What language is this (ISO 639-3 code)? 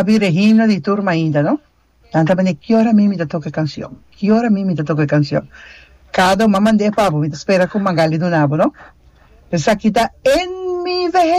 pap